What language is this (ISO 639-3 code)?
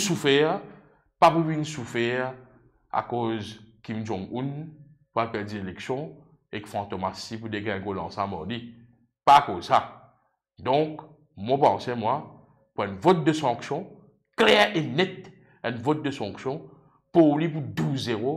mfe